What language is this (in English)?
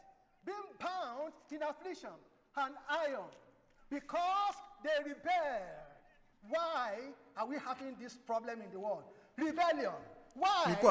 Ewe